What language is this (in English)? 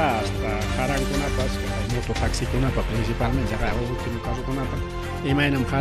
Ayacucho Quechua